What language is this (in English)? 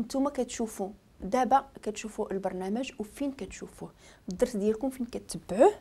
Moroccan Arabic